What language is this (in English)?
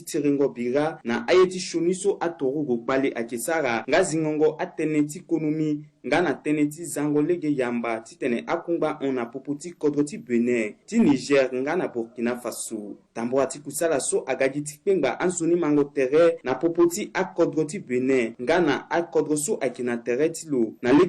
Sango